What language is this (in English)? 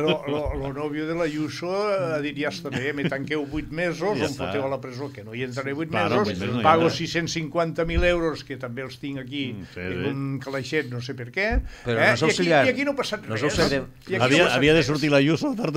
Catalan